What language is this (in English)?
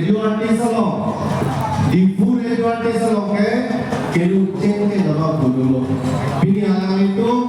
Karbi